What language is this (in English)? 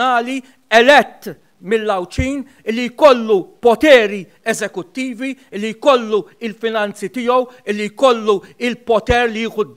Maltese